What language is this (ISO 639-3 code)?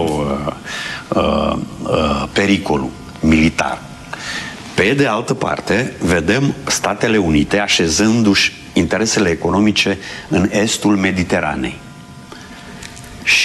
ron